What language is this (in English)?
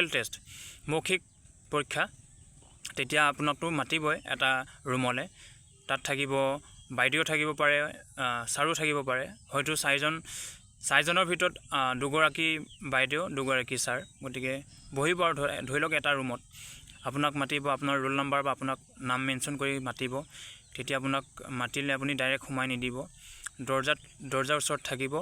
Assamese